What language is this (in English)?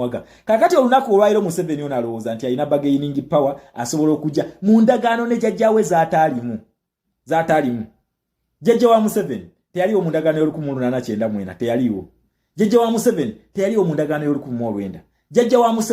Ganda